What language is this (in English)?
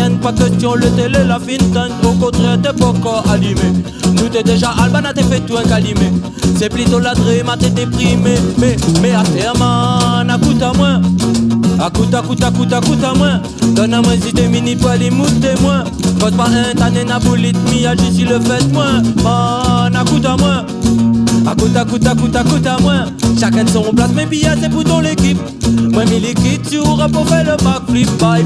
Réunion Creole French